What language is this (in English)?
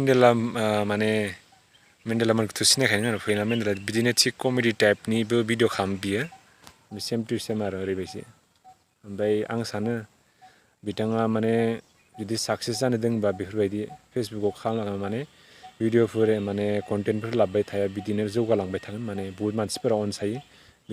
Bodo